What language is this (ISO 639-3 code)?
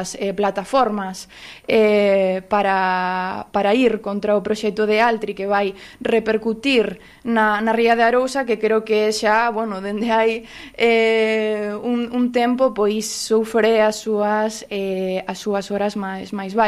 glg